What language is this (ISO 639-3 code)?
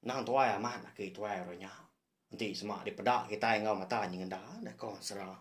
iba